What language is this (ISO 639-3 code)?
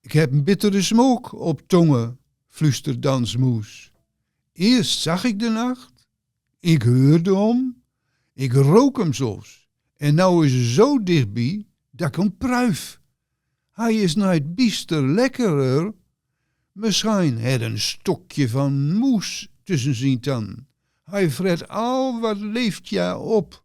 gos